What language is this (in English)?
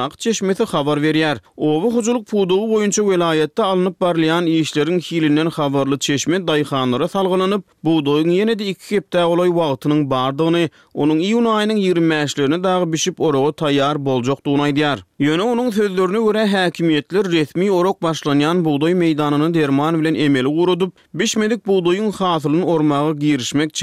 Turkmen